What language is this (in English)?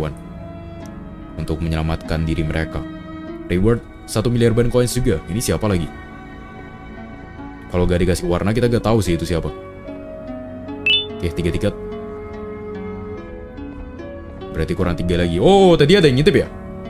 Indonesian